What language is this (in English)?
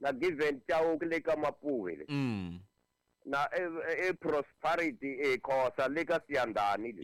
Tsonga